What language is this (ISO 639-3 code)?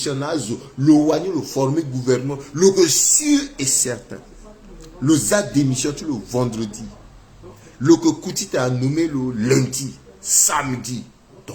sag